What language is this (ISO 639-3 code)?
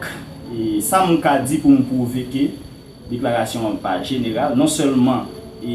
hat